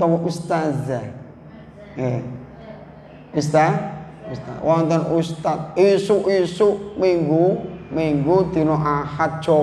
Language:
Javanese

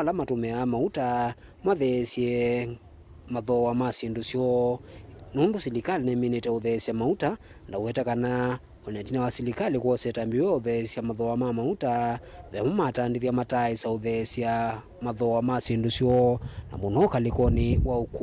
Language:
Kamba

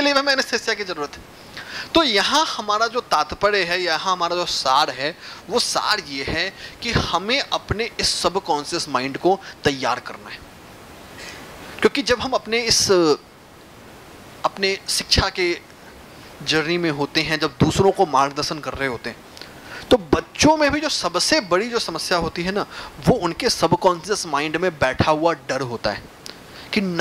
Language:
Hindi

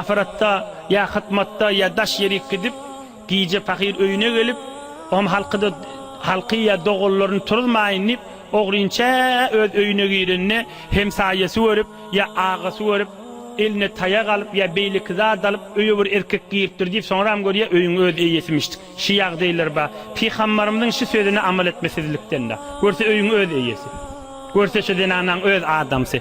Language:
Turkmen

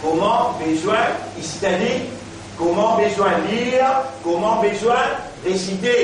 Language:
Morisyen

